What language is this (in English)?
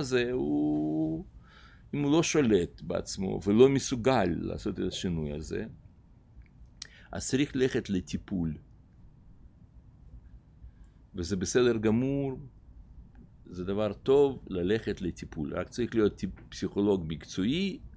Hebrew